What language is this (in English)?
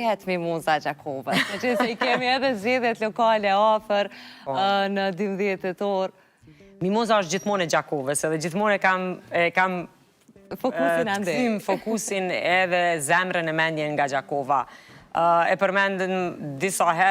Albanian